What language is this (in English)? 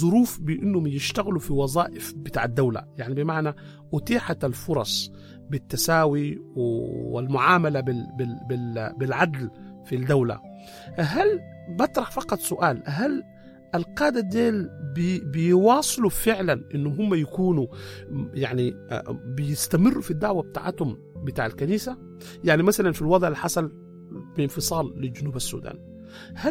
Sudanese Arabic